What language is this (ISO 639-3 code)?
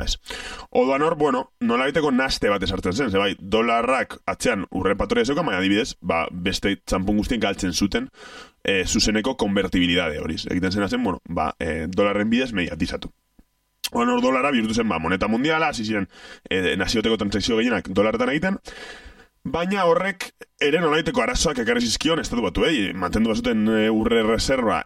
eus